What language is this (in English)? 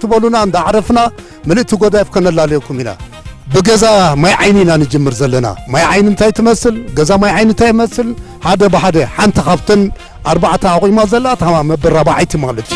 Tigrinya